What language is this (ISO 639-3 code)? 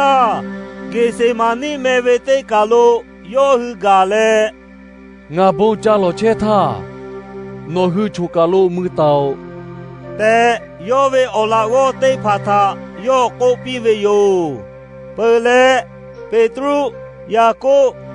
lhu